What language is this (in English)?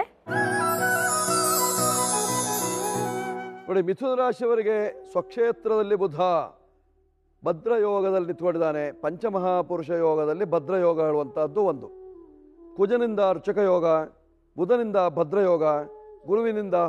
Kannada